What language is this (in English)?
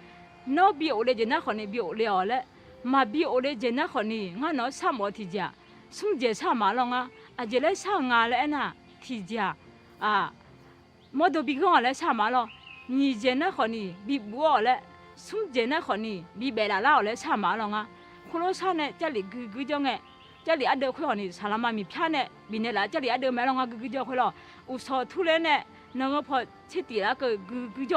Akha